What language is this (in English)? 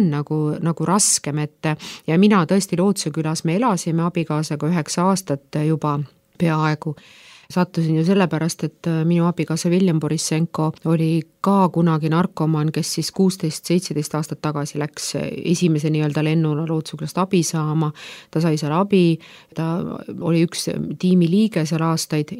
Estonian